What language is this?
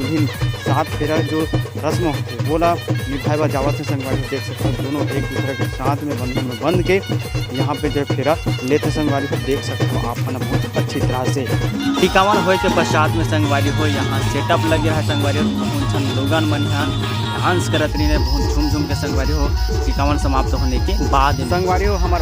Chhattisgarhi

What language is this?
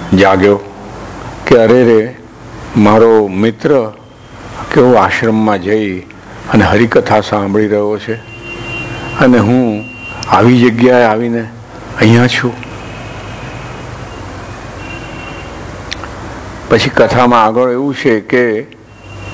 Gujarati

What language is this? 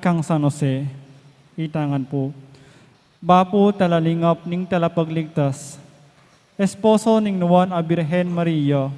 Pampanga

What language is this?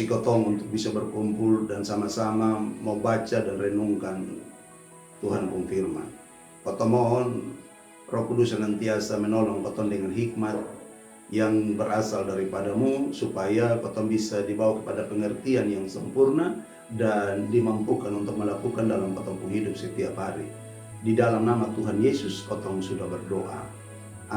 Kupang Malay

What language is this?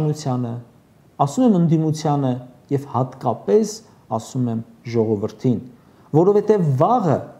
Armenian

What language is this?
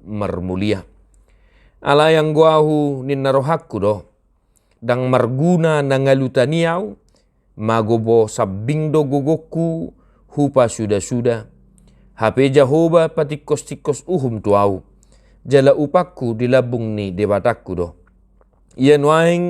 Batak Toba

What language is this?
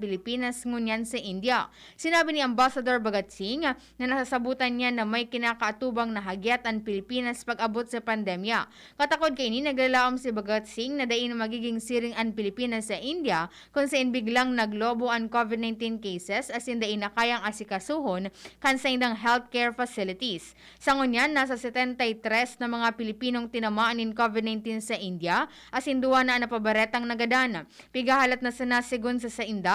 Bikol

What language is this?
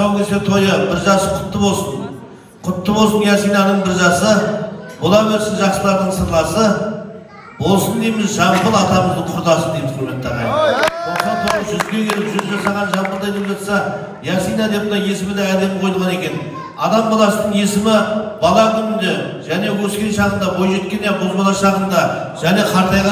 Kazakh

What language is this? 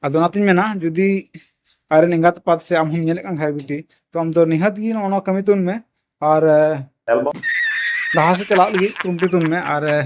Santali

